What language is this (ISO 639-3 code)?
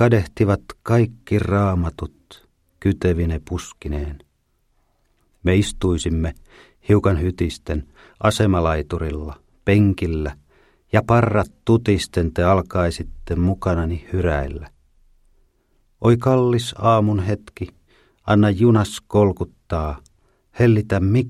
fin